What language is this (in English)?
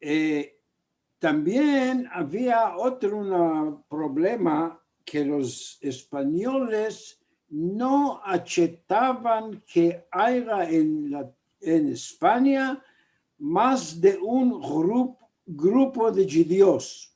Ladino